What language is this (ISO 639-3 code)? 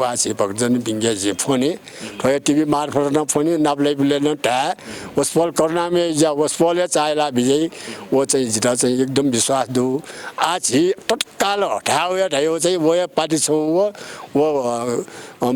new